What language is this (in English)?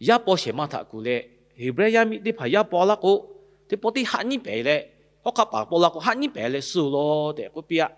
Lahu